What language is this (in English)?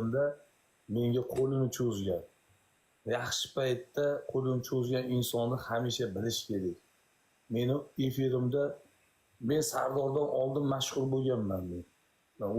Uzbek